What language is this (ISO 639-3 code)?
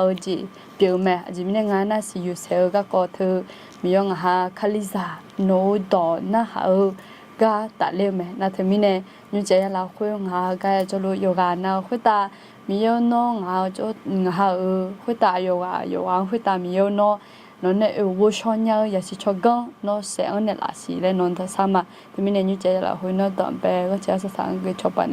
ahk